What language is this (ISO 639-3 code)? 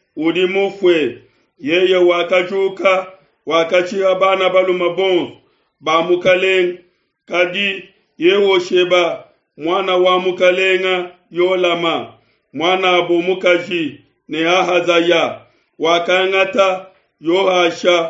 lua